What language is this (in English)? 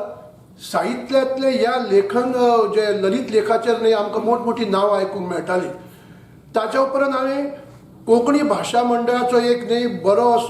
Konkani